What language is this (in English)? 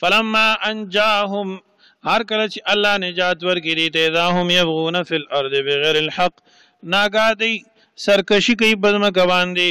Pashto